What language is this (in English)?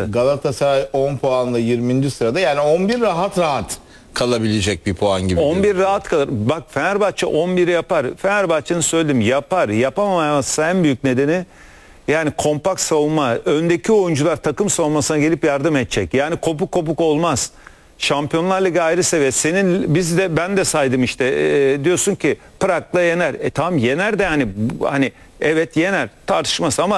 Turkish